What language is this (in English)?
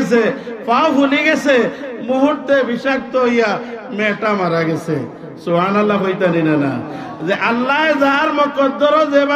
Sylheti